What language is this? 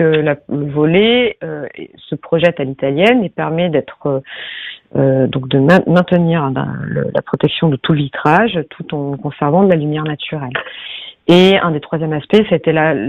French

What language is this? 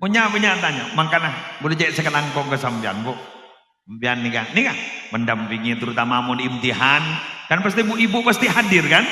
Madurese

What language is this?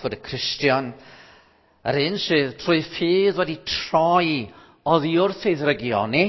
Welsh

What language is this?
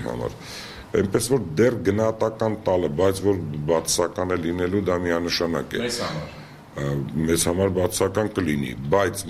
Armenian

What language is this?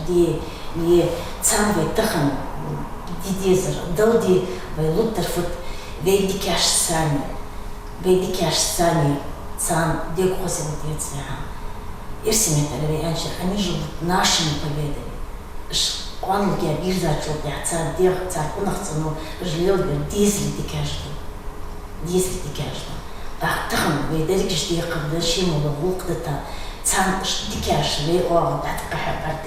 Ingush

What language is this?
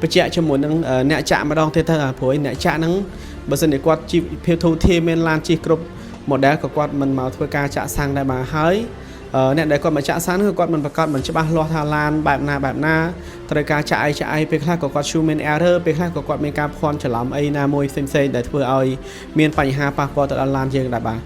Khmer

